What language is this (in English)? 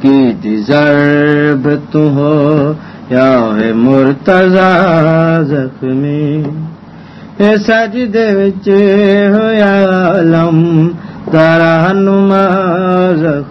Saraiki